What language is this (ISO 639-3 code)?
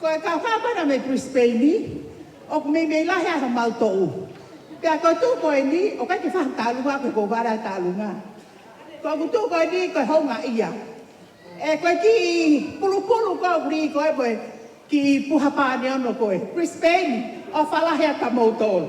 ton